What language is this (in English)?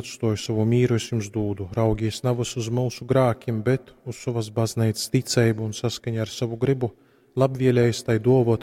Latgalian